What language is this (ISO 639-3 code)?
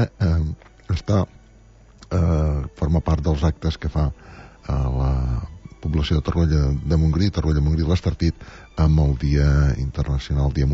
cat